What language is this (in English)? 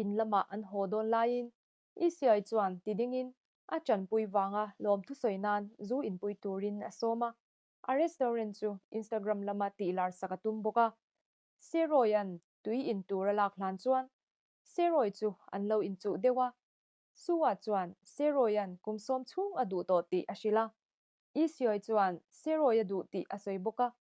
Mizo